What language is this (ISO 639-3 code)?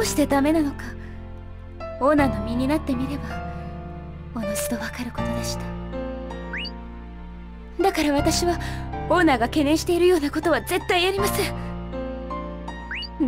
jpn